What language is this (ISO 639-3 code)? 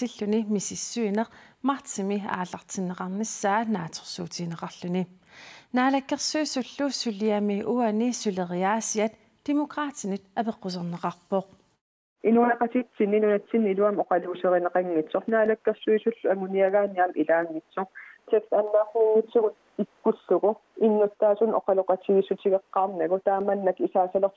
kal